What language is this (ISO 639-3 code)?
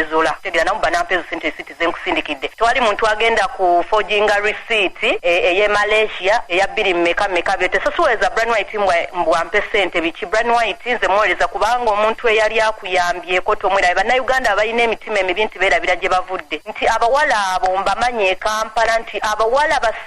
lug